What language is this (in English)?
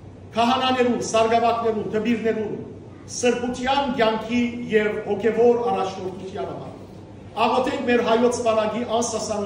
Western Armenian